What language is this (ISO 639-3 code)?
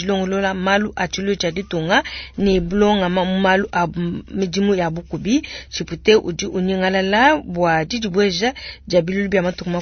lua